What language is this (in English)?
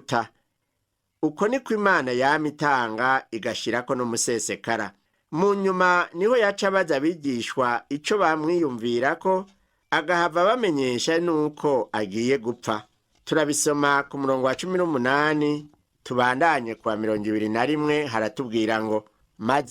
Rundi